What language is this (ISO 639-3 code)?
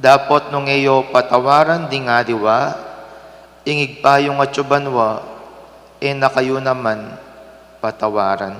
pam